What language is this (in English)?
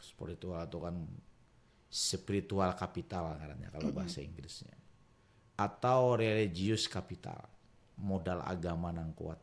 Banjar